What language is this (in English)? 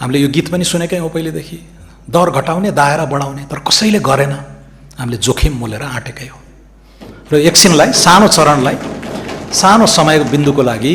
Nepali